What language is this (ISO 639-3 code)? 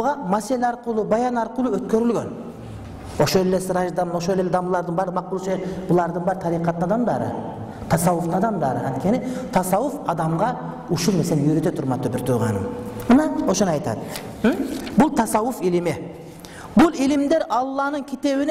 kir